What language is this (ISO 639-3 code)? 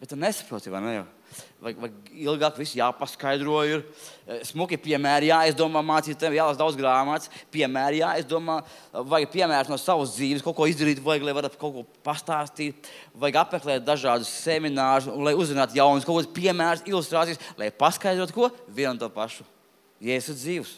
lav